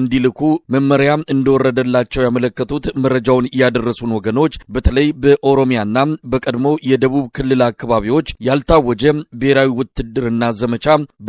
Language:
Amharic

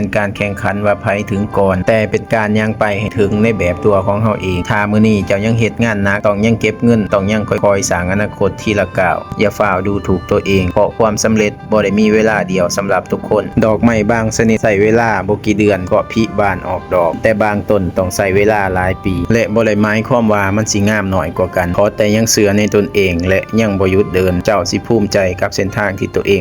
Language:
Lao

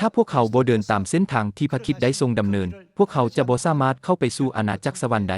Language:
Lao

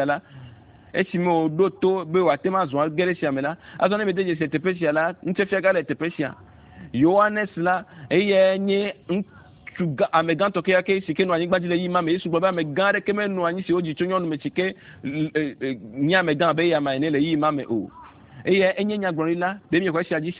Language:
Ewe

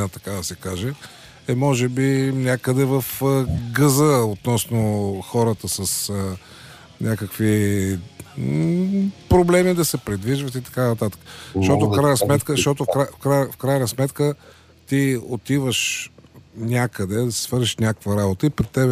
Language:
Bulgarian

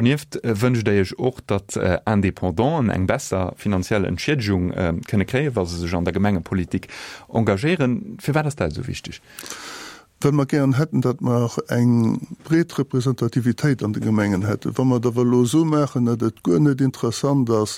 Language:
Luxembourgish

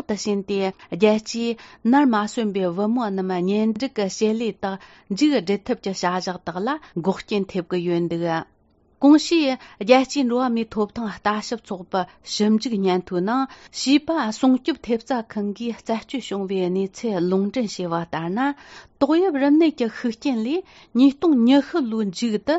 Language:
Tibetan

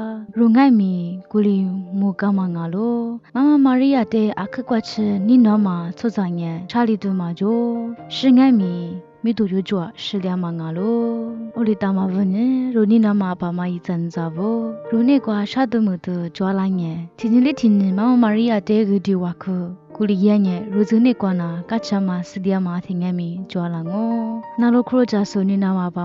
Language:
Lisu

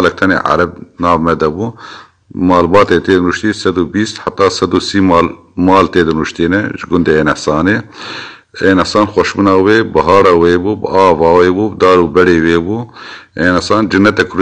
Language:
Kurdish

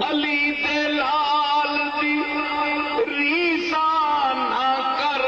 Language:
Saraiki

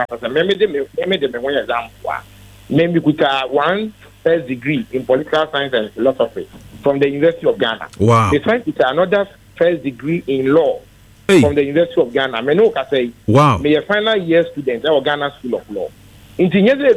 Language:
Akan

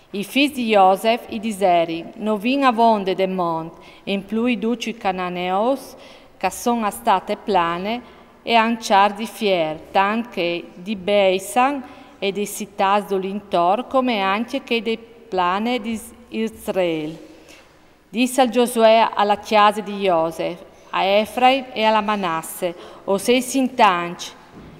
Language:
Friulian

